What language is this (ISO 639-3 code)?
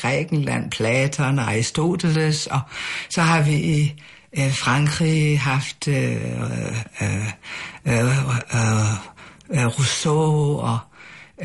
dan